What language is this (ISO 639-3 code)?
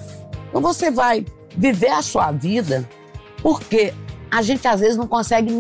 por